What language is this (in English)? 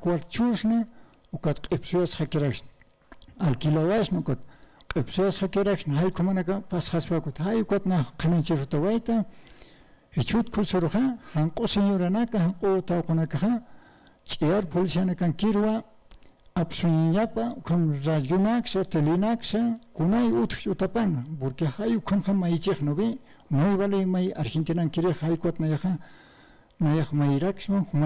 Aymara